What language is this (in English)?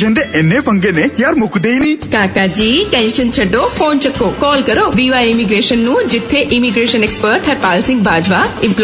Punjabi